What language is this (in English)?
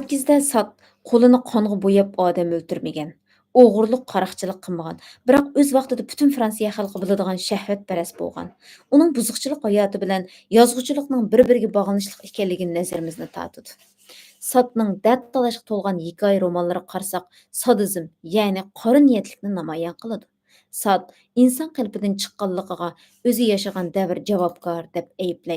Uyghur